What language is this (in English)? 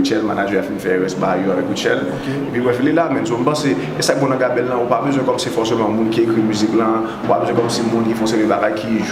Haitian Creole